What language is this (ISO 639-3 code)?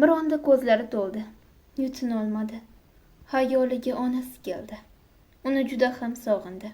uzb